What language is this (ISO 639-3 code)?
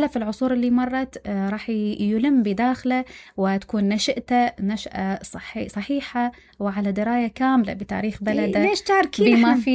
acm